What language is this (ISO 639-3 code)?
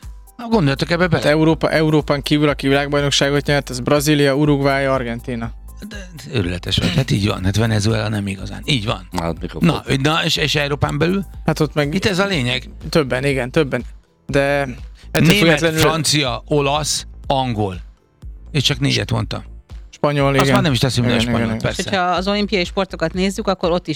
hun